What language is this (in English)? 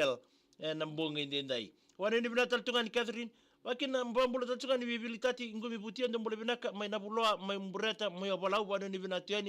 Fijian